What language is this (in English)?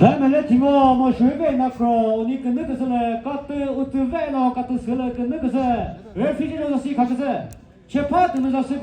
Chokri Naga